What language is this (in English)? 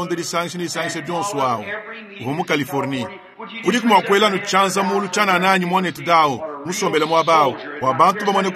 Luba-Lulua